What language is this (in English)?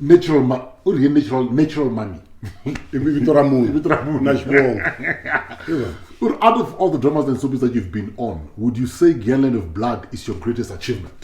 Tsonga